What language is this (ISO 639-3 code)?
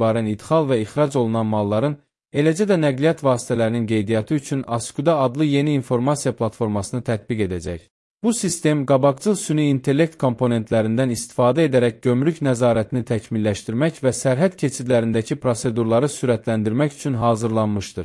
aze